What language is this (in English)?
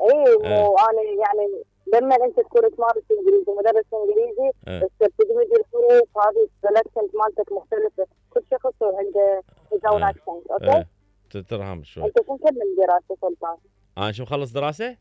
Mesopotamian Arabic